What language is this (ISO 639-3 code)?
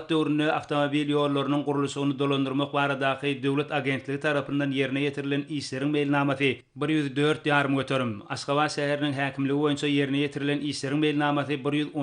tuk